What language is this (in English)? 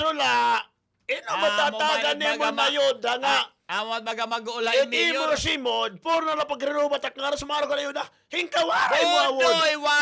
Waray